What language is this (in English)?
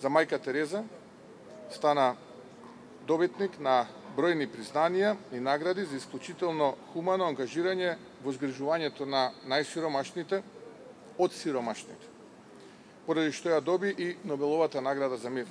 Macedonian